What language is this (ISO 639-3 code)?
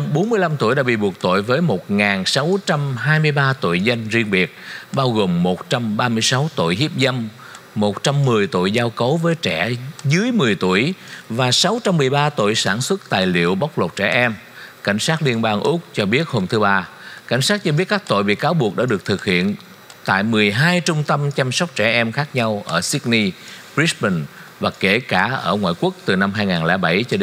vie